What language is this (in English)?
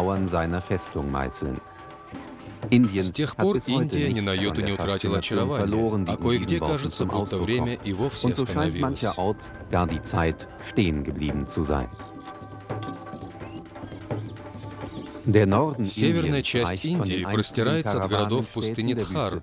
Russian